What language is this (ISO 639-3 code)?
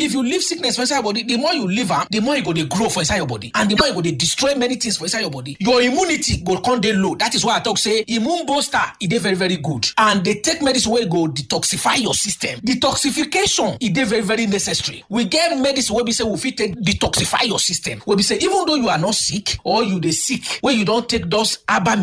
pcm